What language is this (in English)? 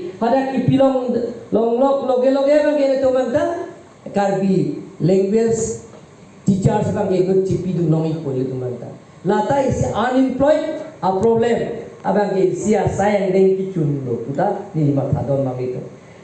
Karbi